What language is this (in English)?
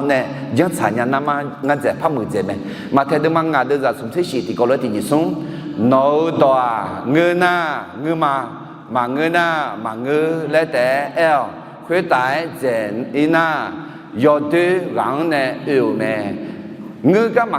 Akha